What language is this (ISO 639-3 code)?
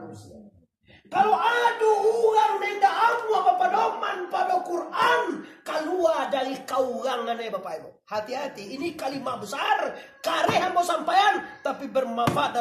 min